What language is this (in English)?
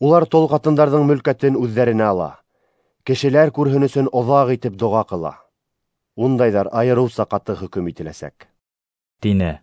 Bashkir